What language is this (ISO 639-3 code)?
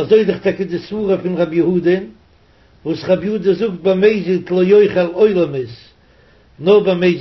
yid